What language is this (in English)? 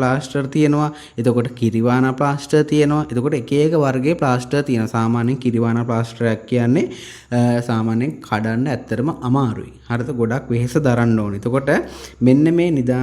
Sinhala